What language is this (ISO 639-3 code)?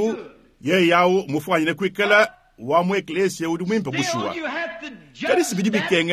lua